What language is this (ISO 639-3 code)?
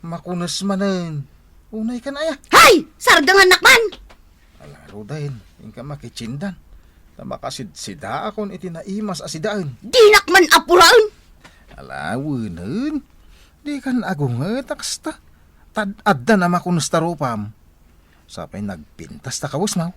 ilo